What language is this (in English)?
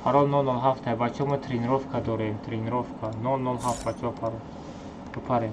Tajik